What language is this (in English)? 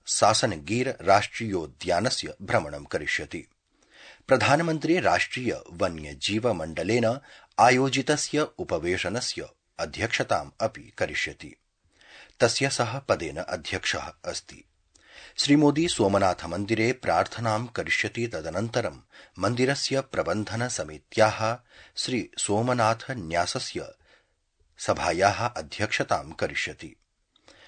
Sanskrit